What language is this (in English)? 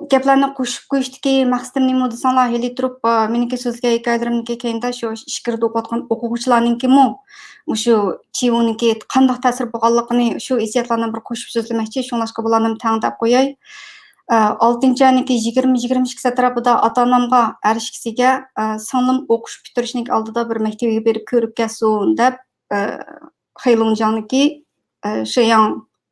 Uyghur